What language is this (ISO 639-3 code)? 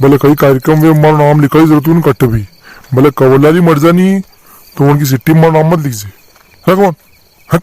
raj